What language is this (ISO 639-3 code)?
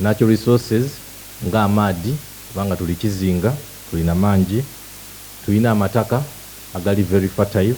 xog